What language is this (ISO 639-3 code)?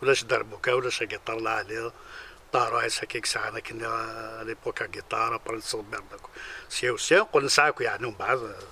kab